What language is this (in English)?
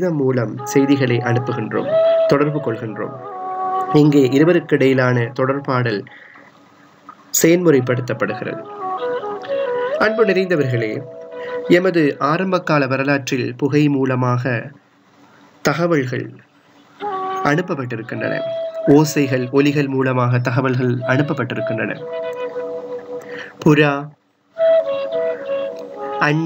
Tamil